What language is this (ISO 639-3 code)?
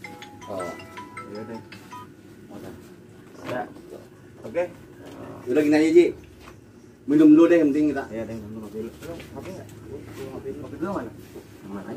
bew